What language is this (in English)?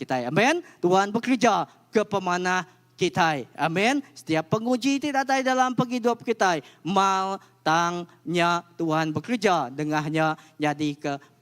Iban